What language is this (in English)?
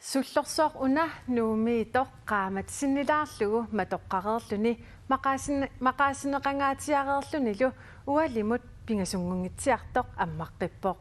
Kalaallisut